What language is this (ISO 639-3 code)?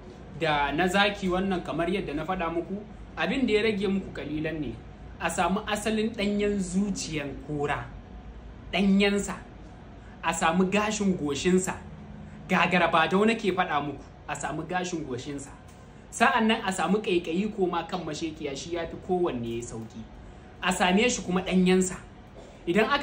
hau